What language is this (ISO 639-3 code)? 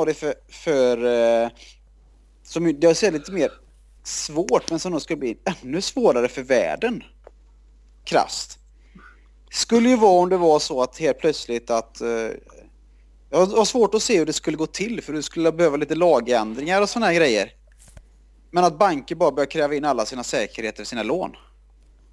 swe